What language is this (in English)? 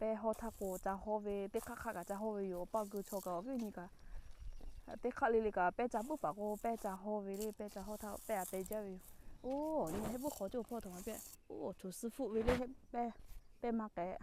Lahu